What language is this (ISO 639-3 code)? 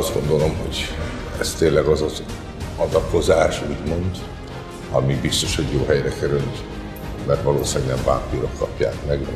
hun